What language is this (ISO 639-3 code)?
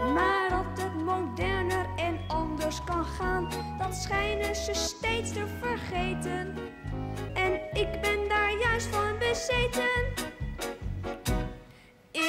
nld